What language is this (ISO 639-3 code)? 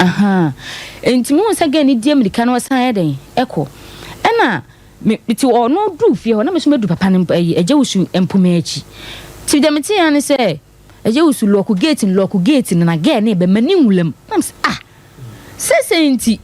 aka